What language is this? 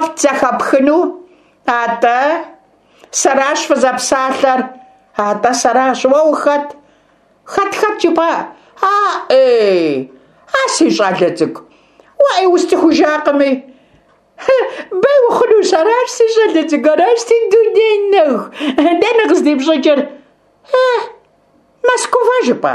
Kabardian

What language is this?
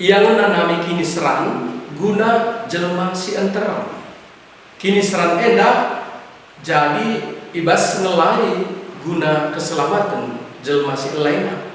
Batak Karo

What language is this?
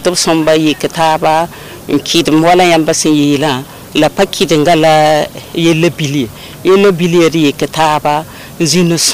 Mossi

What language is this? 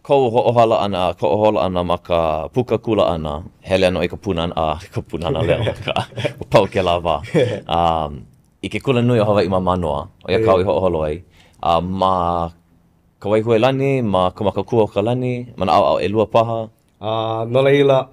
Hawaiian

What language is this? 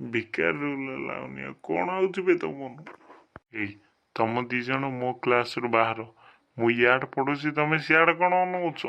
Odia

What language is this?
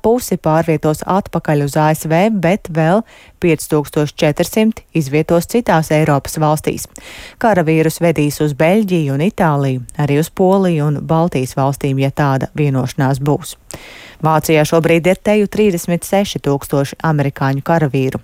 Latvian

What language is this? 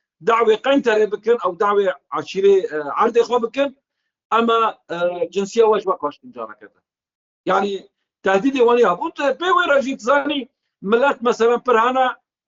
Kurdish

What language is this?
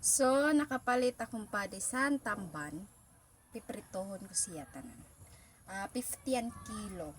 Waray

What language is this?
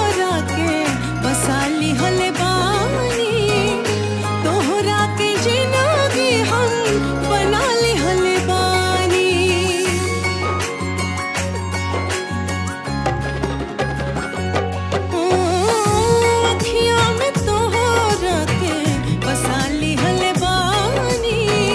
Bhojpuri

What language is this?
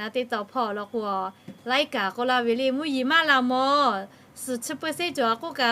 Lahu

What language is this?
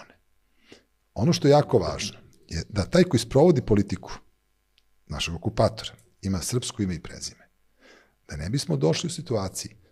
Serbian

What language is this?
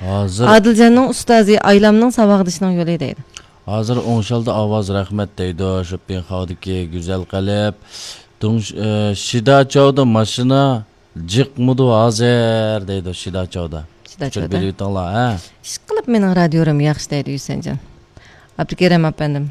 Uyghur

